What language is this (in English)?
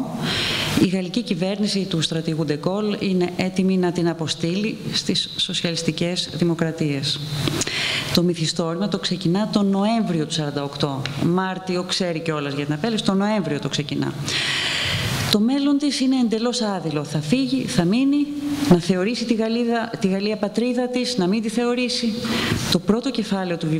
Greek